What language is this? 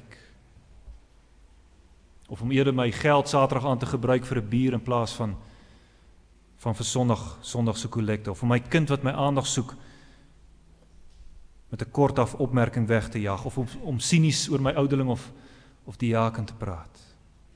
Afrikaans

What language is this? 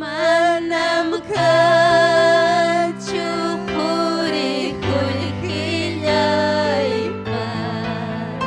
Ayacucho Quechua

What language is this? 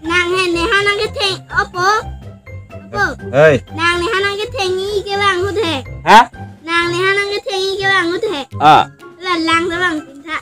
Karbi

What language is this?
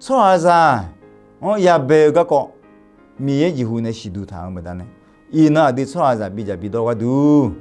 Akha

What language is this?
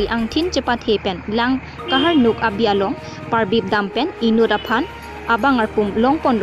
Karbi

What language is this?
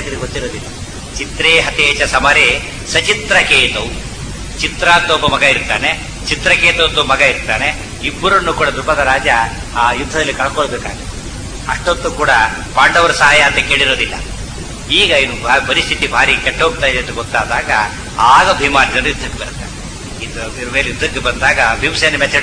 Kannada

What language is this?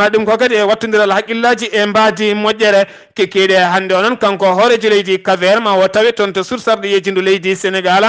Fula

